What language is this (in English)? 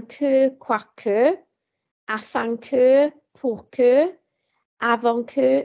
Welsh